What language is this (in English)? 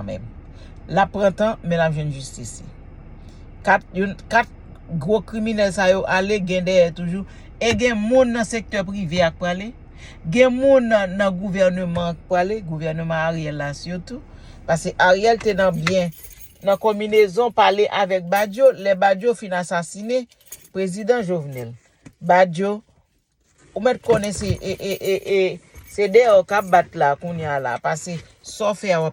Haitian Creole